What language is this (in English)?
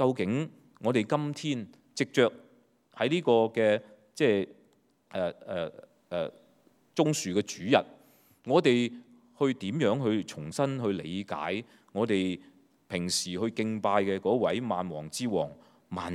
Cantonese